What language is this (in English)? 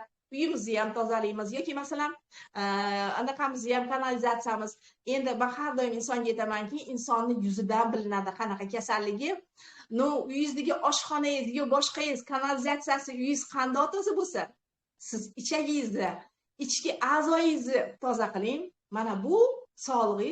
Uzbek